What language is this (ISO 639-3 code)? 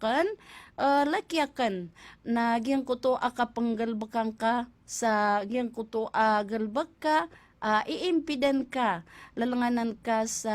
mrw